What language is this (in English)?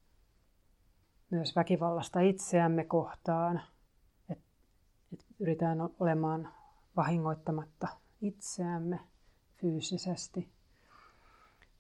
Finnish